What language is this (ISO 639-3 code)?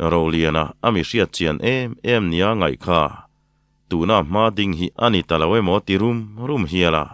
lus